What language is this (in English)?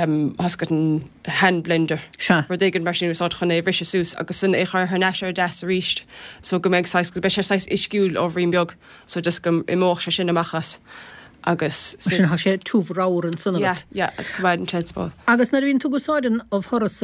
Irish